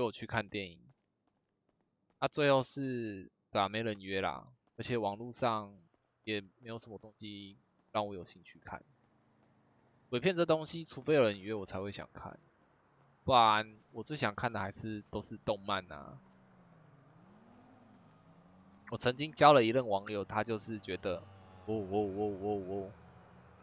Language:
Chinese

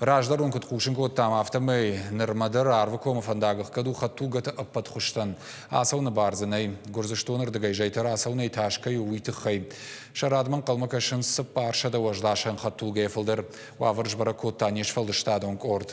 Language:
Ossetic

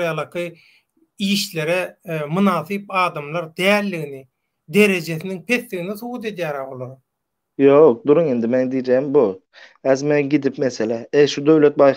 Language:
Turkmen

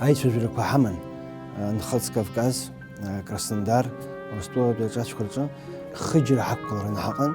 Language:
Abkhazian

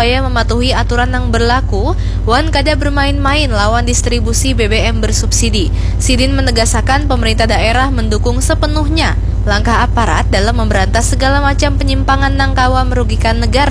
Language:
Banjar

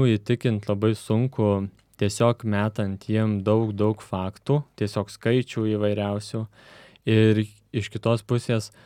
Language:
Lithuanian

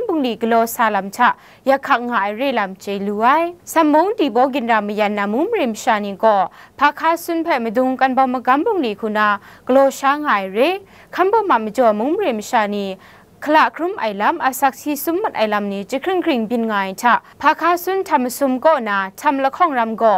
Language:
Kachin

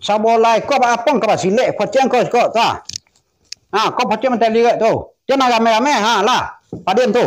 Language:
Minangkabau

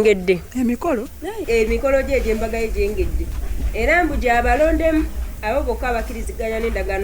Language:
Ganda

